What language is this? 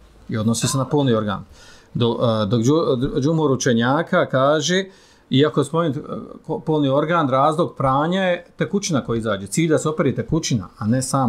Bosnian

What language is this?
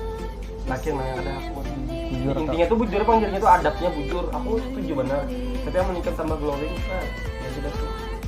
Banjar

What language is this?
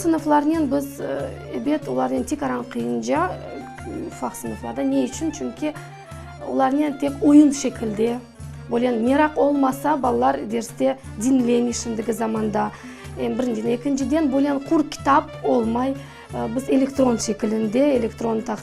Crimean Tatar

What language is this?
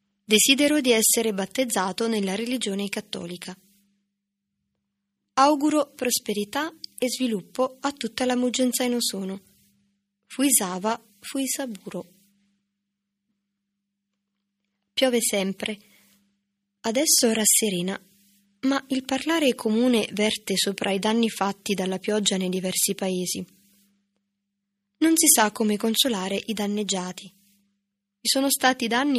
Italian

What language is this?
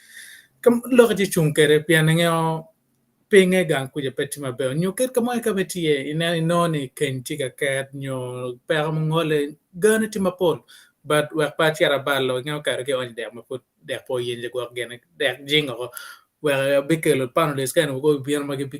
Acoli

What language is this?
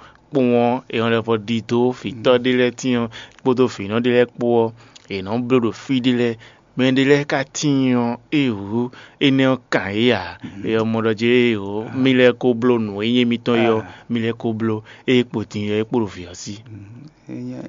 Fon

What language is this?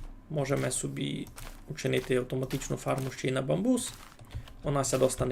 Rusyn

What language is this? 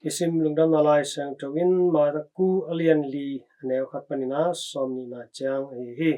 Tedim Chin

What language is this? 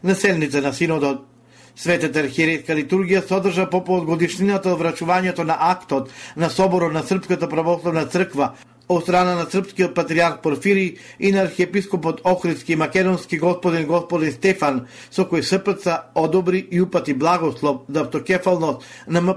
Macedonian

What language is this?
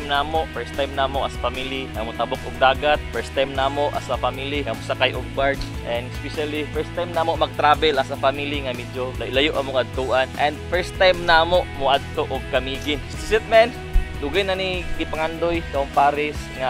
Cebuano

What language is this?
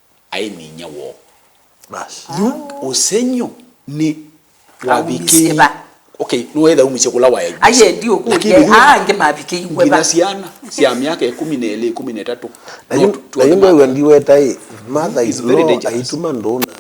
Kamba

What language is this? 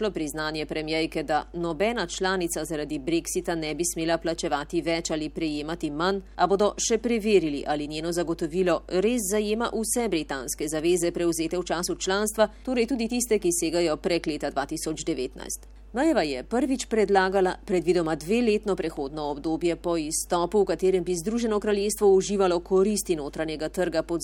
Slovenian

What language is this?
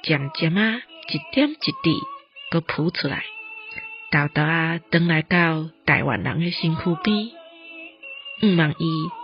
Min Nan Chinese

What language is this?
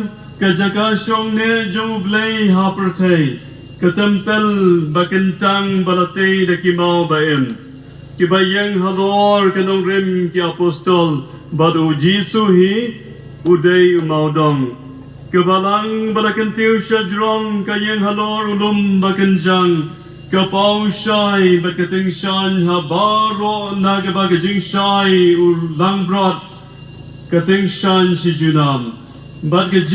Khasi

